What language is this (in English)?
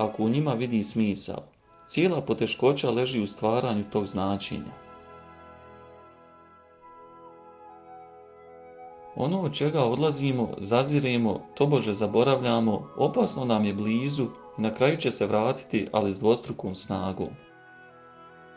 Bosnian